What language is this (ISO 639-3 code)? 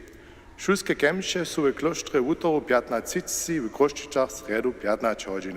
hsb